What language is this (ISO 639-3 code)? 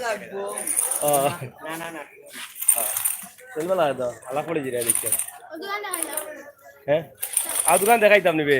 syl